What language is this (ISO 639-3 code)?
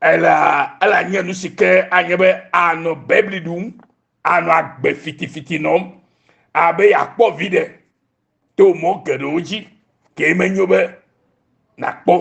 ewe